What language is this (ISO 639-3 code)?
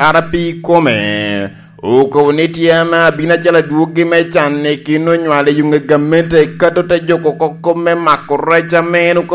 laj